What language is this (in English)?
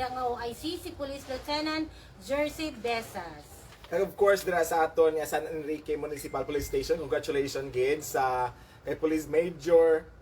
Hiligaynon